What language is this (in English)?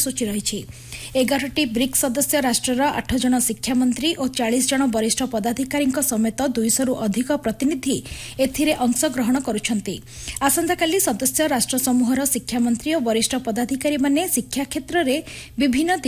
Odia